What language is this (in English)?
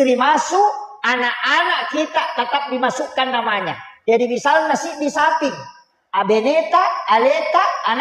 Buginese